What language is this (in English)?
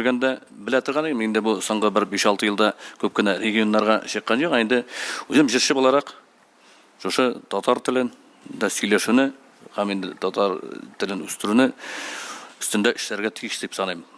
Tatar